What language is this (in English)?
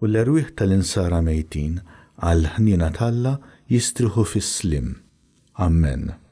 Maltese